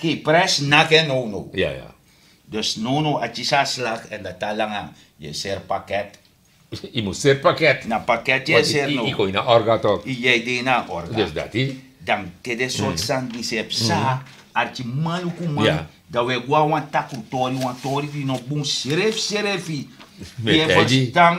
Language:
Sranan Tongo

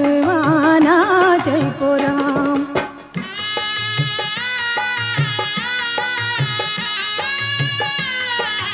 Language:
Bhojpuri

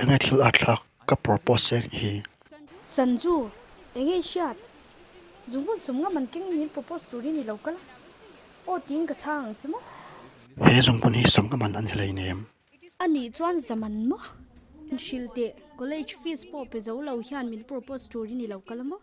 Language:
Mizo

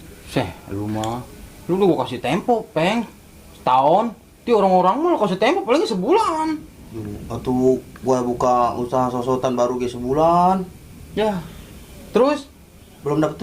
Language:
Betawi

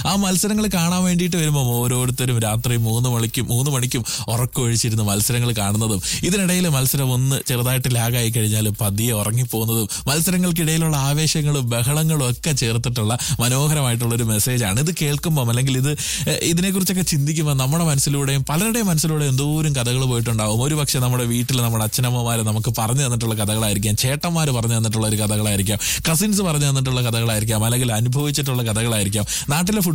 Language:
Malayalam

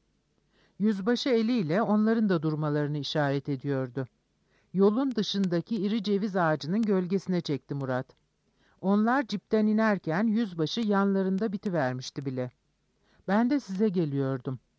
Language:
Turkish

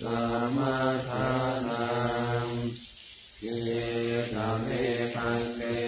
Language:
Pali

